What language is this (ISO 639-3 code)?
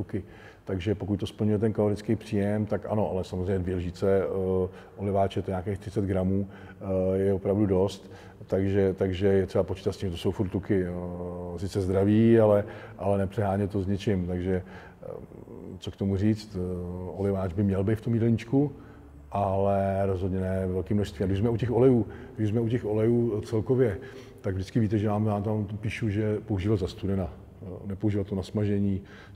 ces